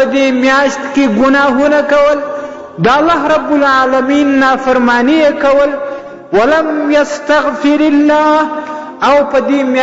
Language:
Pashto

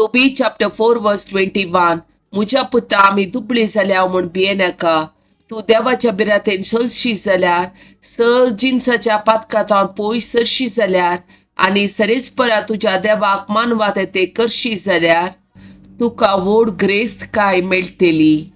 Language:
Konkani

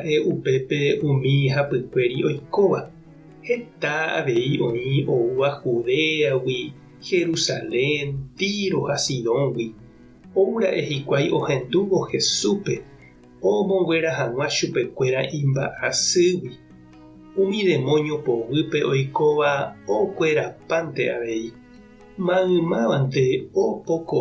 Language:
Guarani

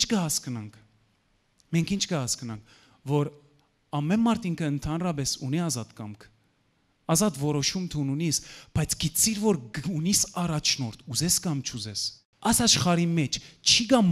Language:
Western Armenian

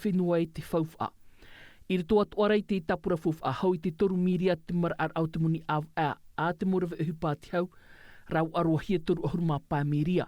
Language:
Tahitian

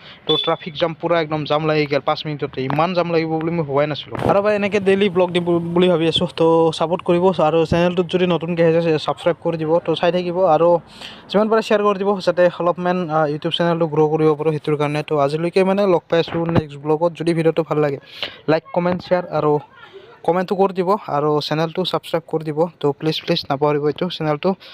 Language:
Assamese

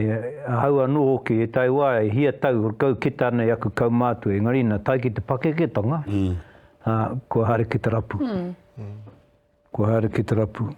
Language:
Māori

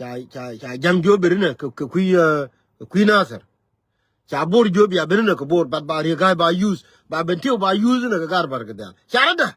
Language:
Nuer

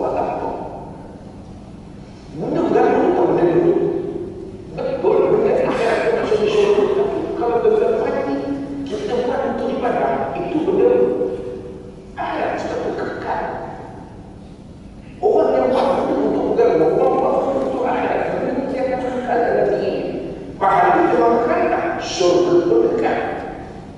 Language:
Malay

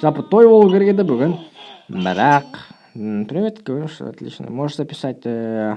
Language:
Kazakh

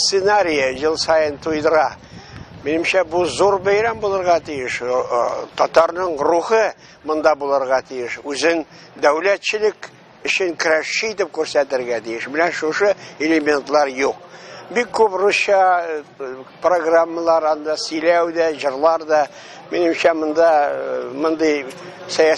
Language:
Tatar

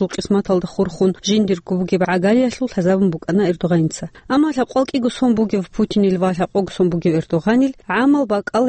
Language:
Avaric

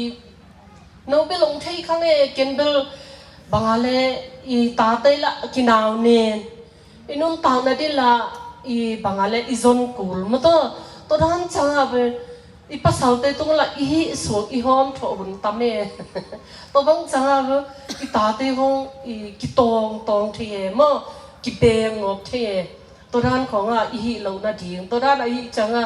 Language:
Tedim Chin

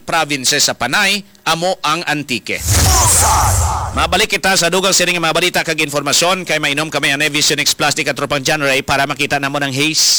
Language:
Hiligaynon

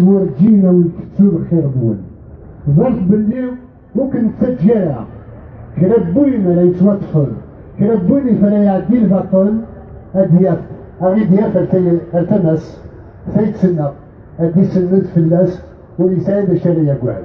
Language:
Kabyle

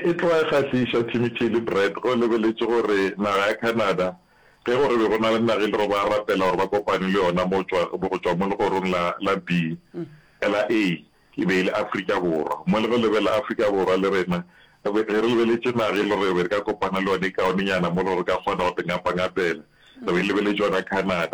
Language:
Northern Sotho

